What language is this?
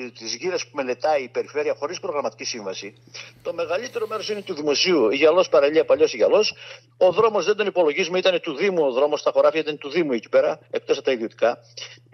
Greek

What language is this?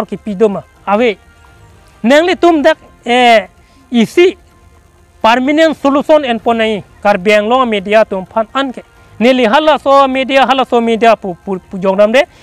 Karbi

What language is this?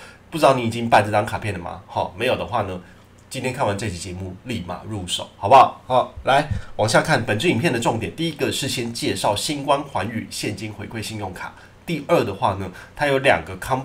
Chinese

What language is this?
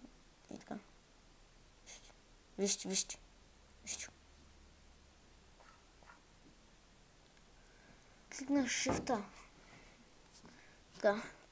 Bulgarian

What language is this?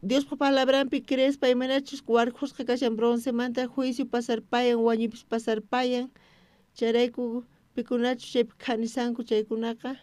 South Bolivian Quechua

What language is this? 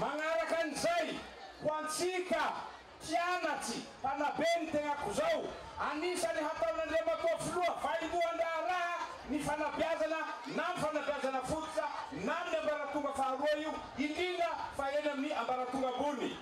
Malagasy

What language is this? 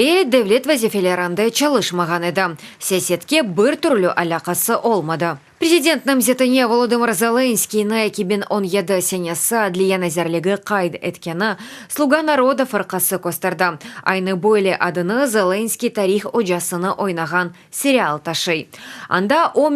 Crimean Tatar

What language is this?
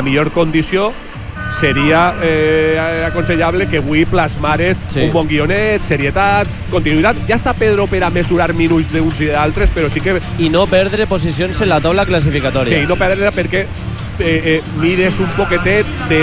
Catalan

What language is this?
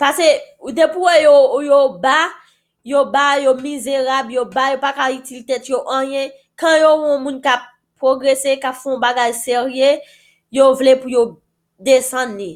Haitian Creole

